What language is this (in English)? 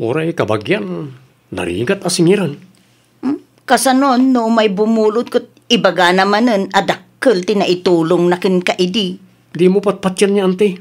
Iloko